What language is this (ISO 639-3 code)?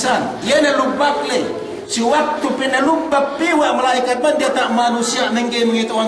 yka